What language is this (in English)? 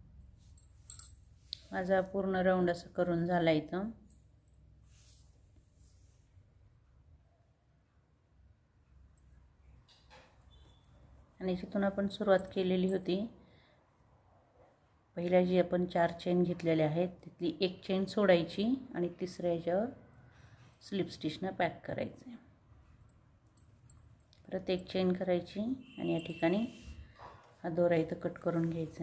Marathi